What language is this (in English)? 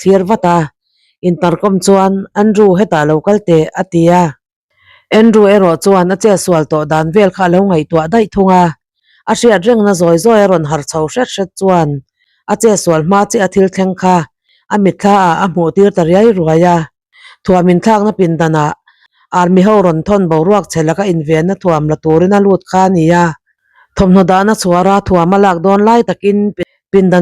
Mizo